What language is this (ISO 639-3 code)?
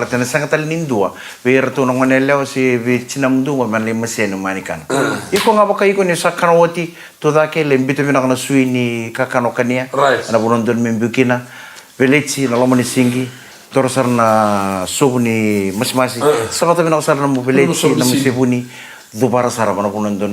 fij